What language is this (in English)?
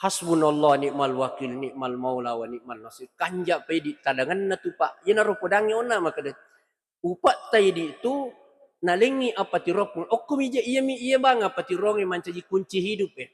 Buginese